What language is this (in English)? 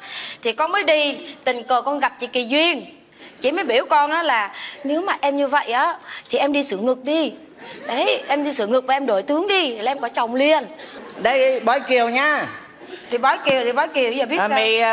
Vietnamese